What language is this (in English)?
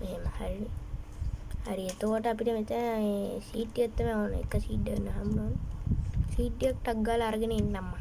Sinhala